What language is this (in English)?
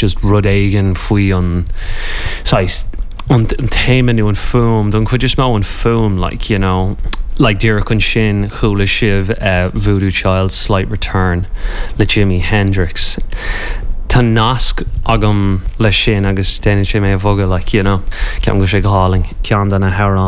Irish